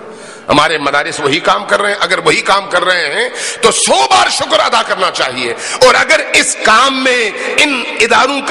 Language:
Urdu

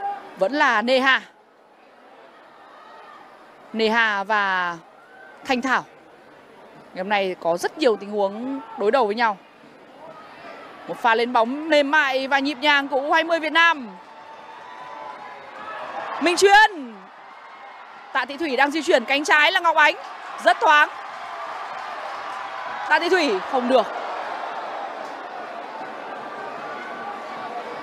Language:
Vietnamese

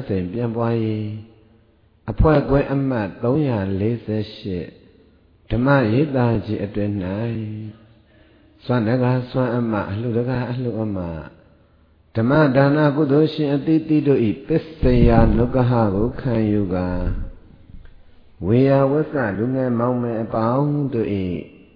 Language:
Burmese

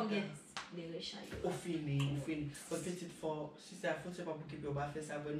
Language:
Haitian Creole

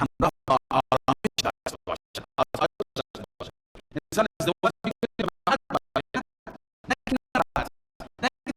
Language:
Persian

